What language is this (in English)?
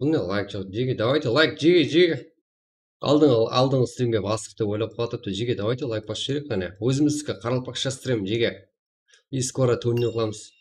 Kara-Kalpak